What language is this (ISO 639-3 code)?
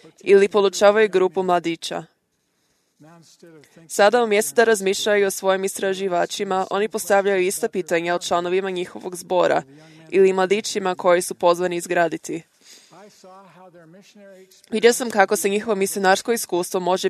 hrv